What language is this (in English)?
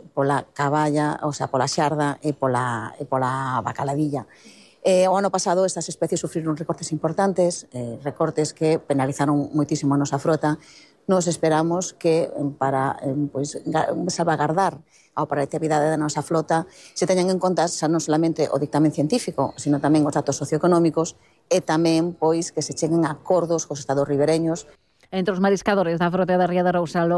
Galician